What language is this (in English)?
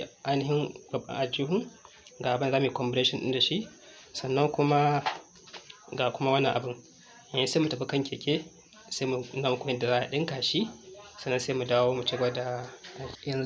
Hausa